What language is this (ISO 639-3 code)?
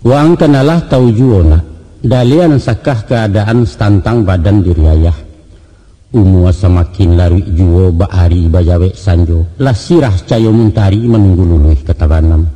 min